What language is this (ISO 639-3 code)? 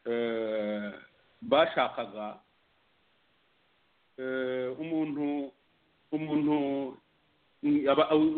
kin